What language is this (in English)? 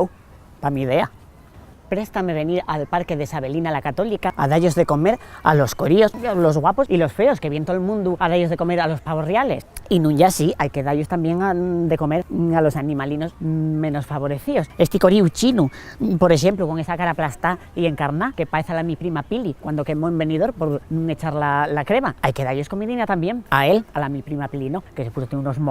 Asturian